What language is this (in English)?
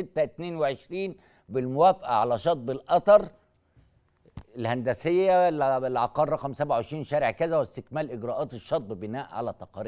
Egyptian Arabic